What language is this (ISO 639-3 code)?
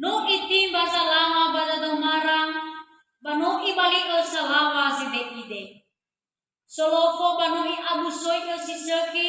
nia